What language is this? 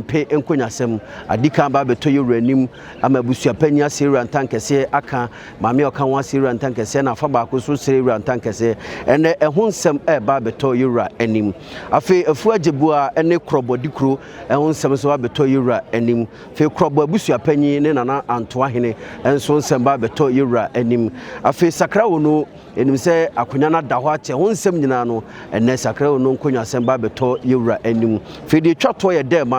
Akan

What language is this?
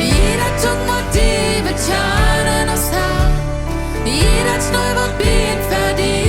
Plautdietsch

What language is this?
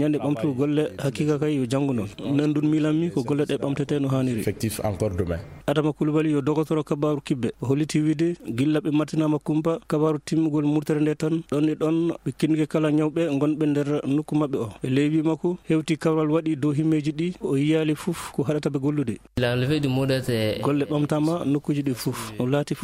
Fula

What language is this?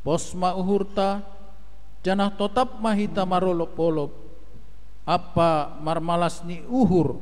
Batak Simalungun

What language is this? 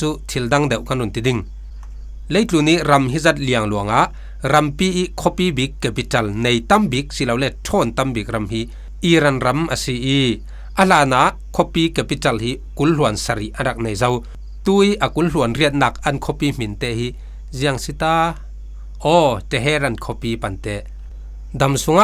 Falam Chin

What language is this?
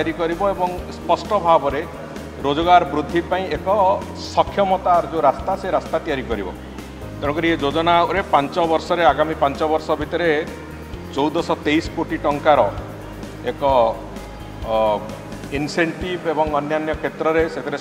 Odia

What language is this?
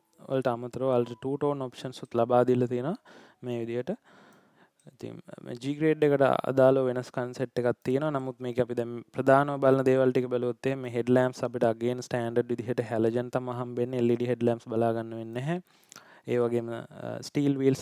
Sinhala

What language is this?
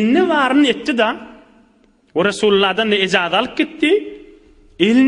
Turkmen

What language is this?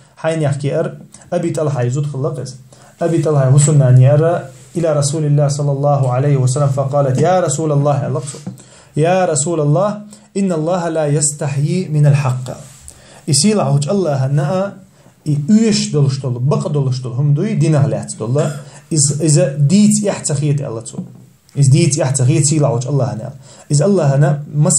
Chechen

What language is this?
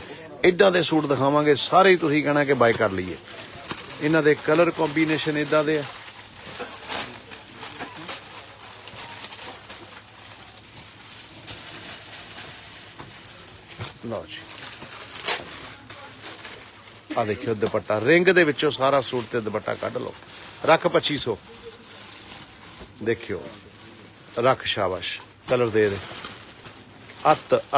Punjabi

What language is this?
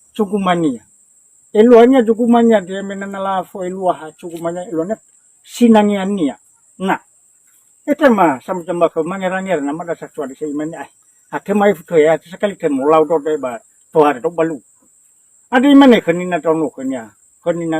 Nias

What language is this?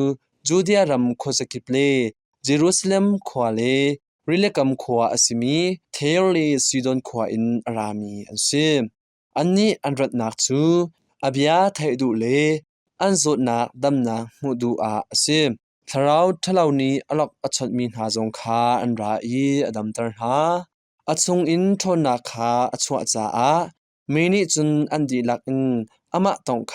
Hakha Chin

